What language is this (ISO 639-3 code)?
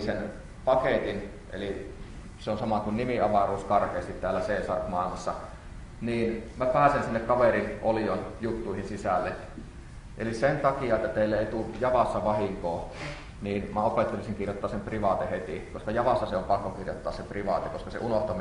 fin